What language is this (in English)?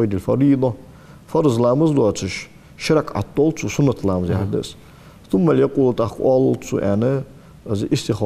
Ingush